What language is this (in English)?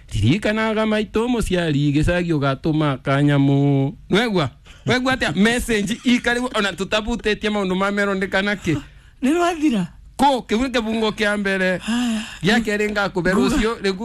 Kikuyu